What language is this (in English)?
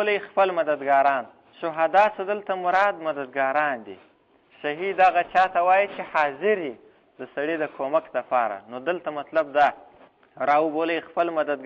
Pashto